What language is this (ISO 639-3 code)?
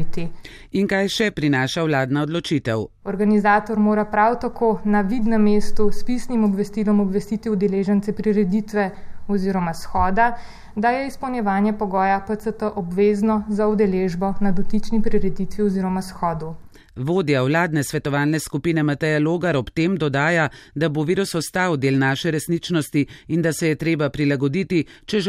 slv